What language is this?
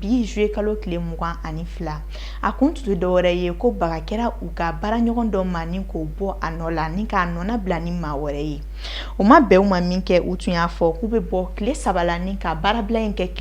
Bambara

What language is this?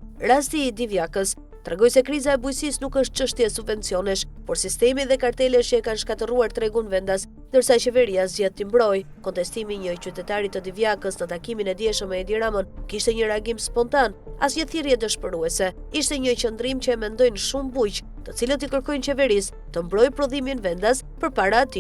Albanian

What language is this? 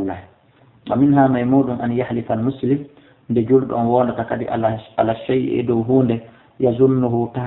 Fula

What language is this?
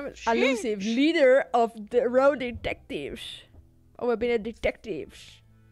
Western Frisian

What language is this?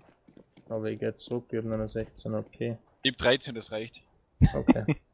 Bavarian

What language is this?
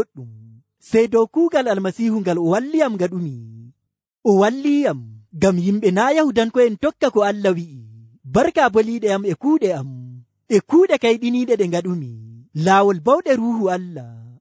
Nigerian Fulfulde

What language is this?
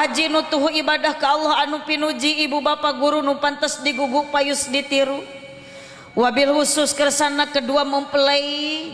Sundanese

